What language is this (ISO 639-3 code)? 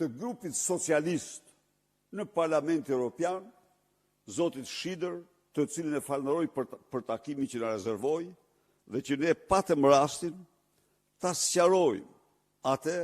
sqi